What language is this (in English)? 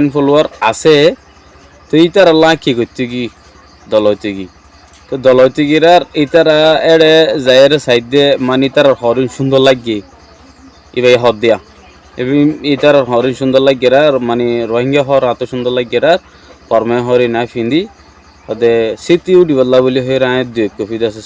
Rohingya